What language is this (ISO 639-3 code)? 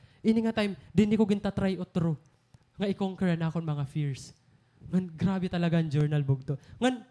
war